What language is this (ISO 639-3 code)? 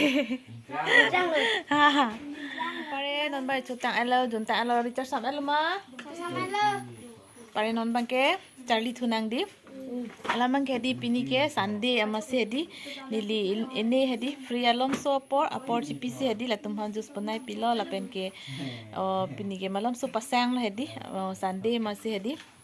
mjw